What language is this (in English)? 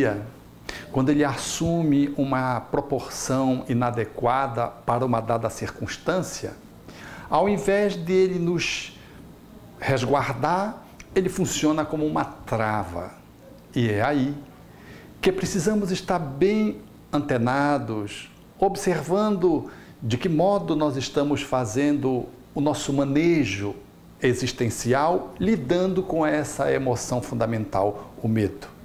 Portuguese